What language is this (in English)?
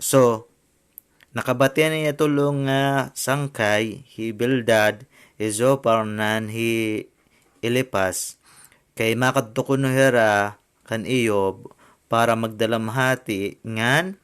Waray